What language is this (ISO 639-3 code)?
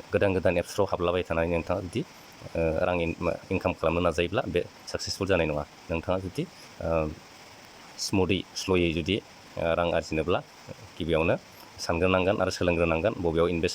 brx